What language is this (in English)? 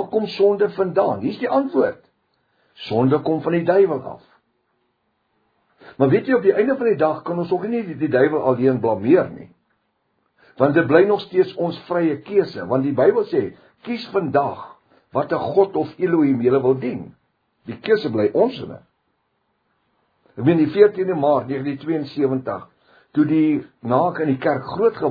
Afrikaans